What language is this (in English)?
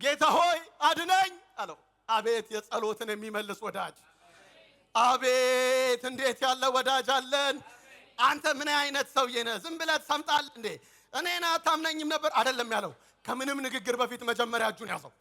Amharic